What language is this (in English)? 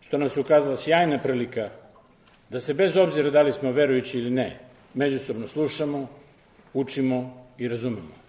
Serbian